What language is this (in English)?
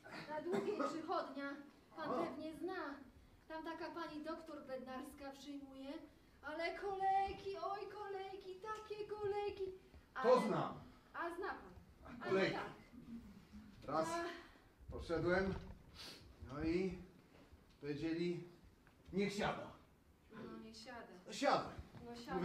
Polish